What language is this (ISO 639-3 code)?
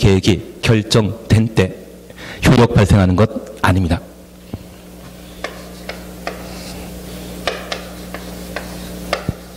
kor